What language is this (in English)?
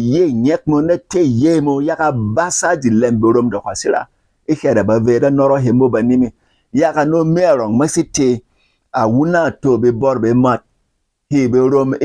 Berom